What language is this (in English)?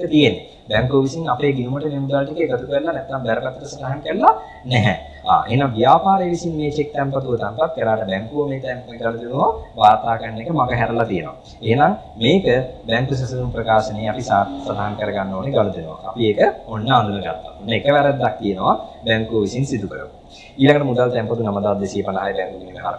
Sinhala